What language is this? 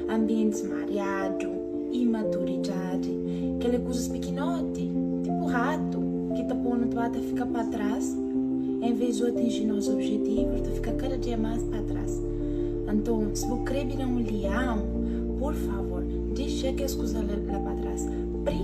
Kabuverdianu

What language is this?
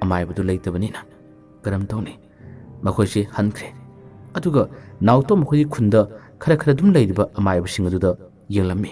Manipuri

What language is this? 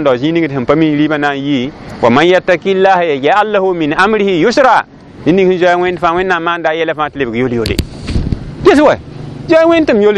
Mossi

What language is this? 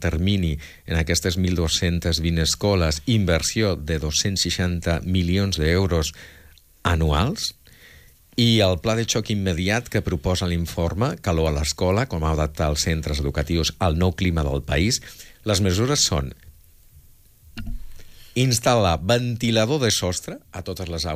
Catalan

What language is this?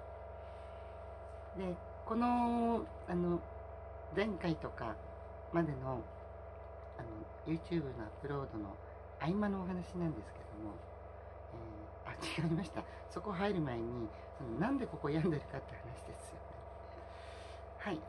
Japanese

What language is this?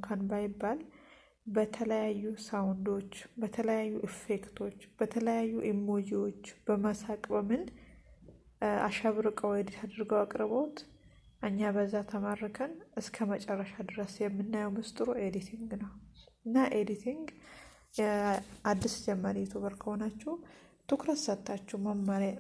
Amharic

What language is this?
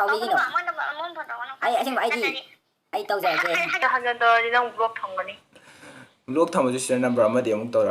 Manipuri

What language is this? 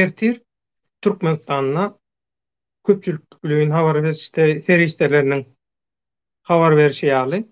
Turkmen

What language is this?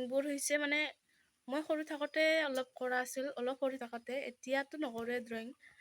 Assamese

